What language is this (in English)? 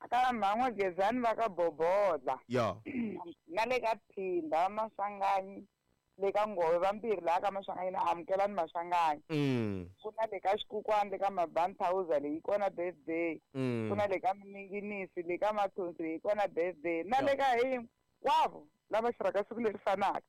Tsonga